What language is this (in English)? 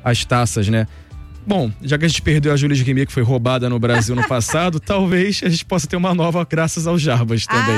Portuguese